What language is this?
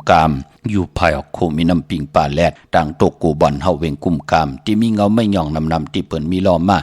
Shan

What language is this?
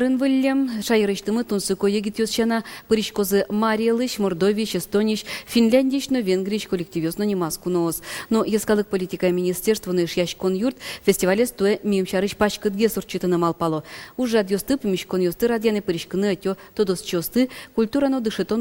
Udmurt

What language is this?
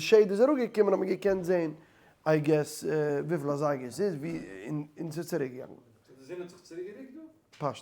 Yiddish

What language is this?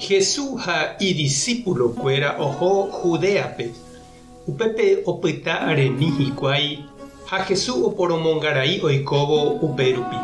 Guarani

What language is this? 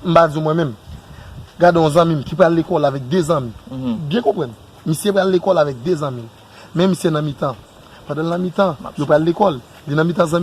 Haitian Creole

